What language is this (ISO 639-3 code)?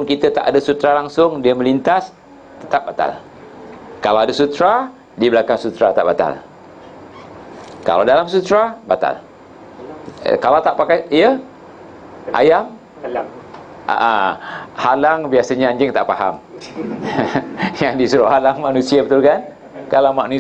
msa